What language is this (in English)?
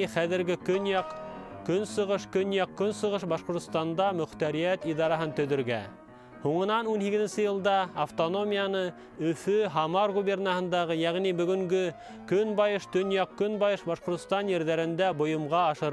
Bashkir